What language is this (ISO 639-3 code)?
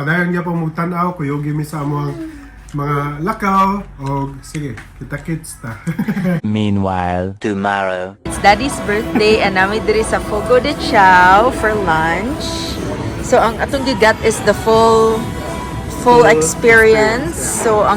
ceb